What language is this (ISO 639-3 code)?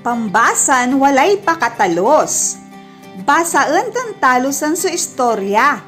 pag